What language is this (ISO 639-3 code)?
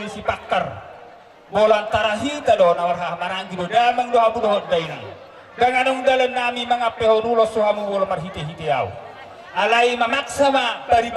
bbc